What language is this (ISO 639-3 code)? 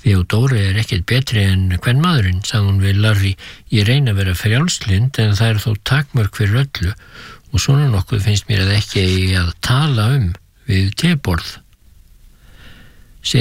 isl